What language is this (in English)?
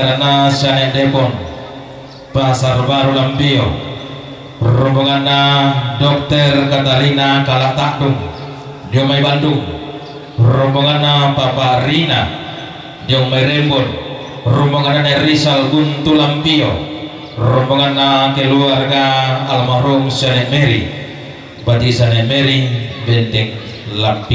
Toraja-Sa'dan